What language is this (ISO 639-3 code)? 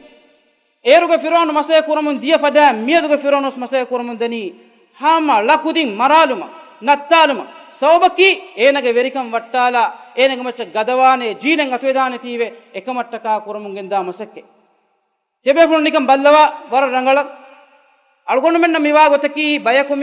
div